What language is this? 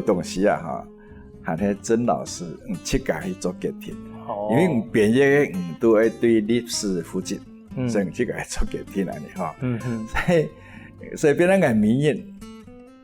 Hakka Chinese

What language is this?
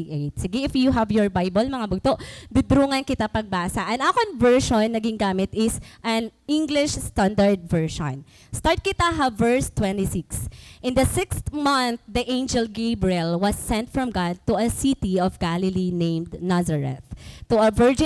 Waray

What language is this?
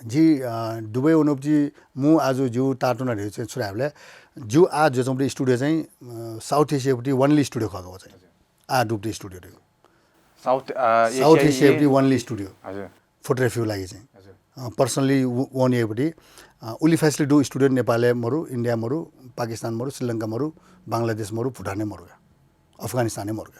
Newari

